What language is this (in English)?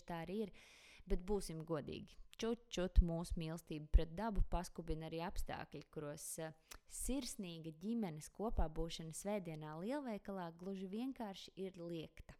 Latvian